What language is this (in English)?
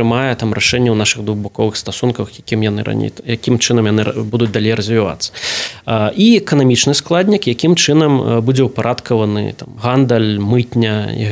Belarusian